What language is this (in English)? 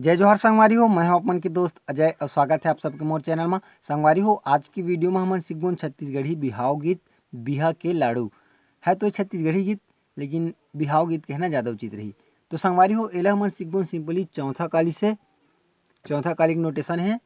Chhattisgarhi